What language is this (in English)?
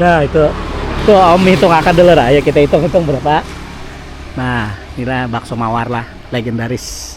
Banjar